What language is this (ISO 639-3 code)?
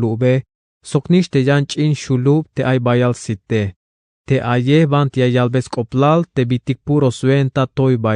tzh